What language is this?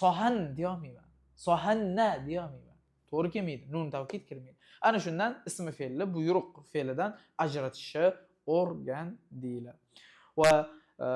Uzbek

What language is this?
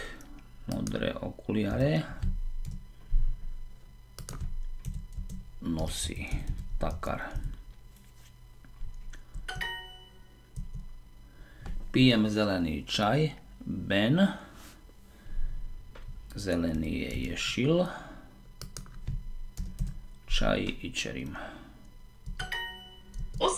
Slovak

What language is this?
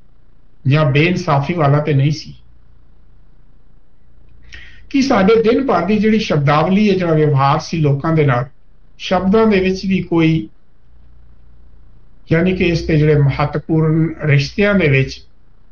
Punjabi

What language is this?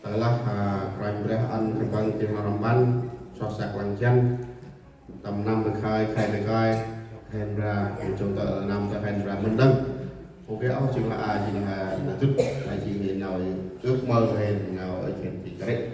Central Mnong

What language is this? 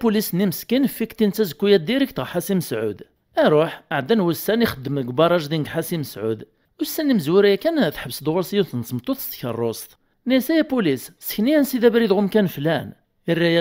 Kabyle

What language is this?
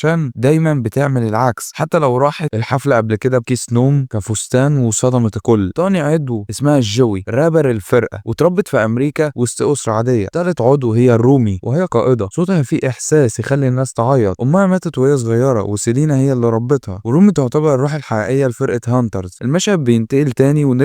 Egyptian Arabic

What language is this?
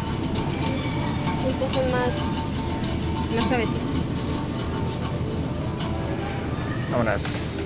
Spanish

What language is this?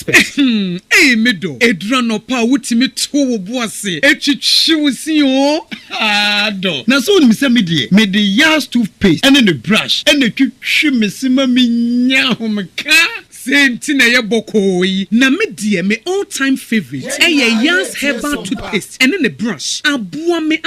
Akan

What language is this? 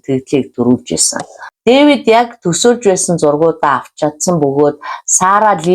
Mongolian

